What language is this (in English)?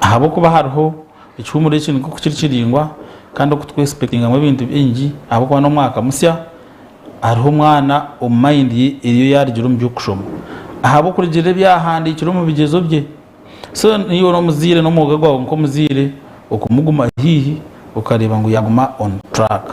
Nyankole